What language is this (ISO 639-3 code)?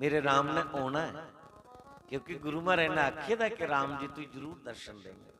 doi